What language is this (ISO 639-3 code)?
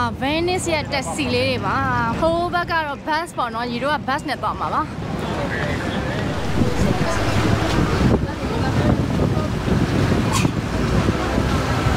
mya